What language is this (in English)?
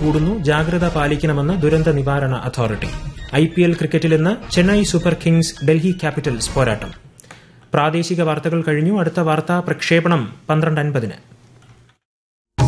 Malayalam